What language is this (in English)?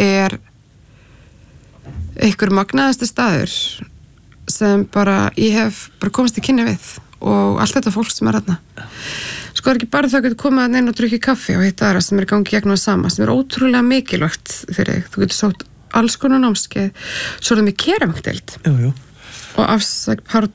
Icelandic